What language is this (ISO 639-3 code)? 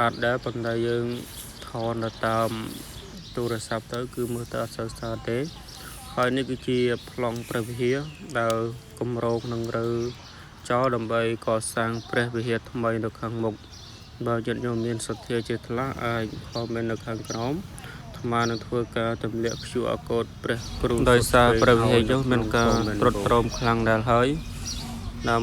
khm